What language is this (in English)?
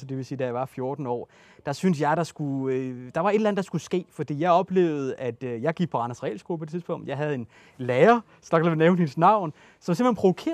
Danish